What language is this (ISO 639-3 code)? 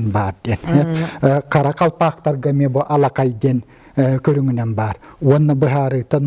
sah